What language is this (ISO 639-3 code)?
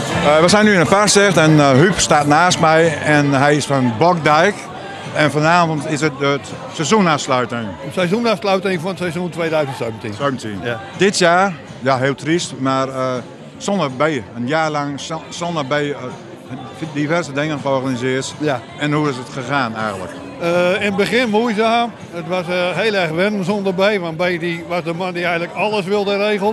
nld